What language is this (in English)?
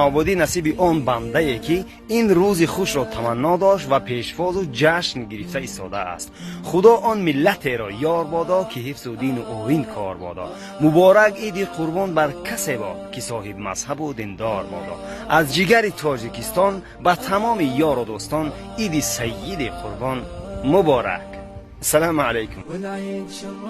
Tajik